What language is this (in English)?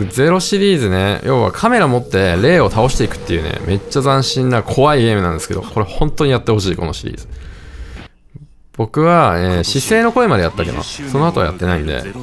Japanese